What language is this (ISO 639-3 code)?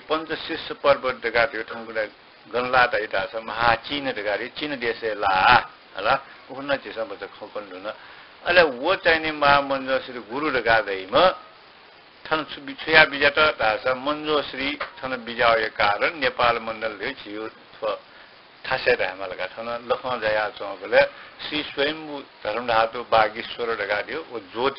new